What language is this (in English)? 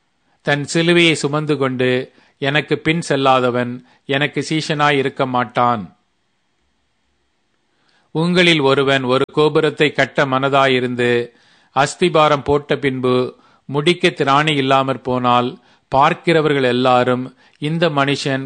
Tamil